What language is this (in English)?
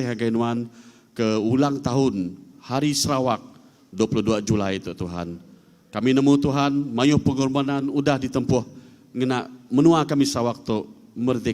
Iban